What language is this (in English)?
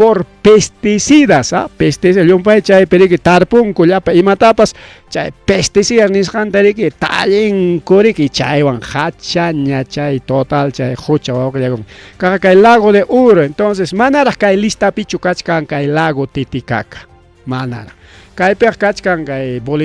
Ayacucho Quechua